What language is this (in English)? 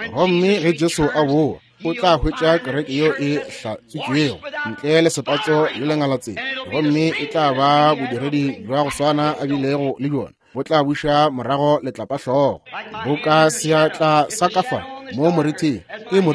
Northern Sotho